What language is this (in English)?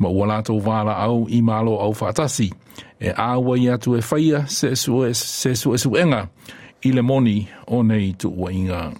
Samoan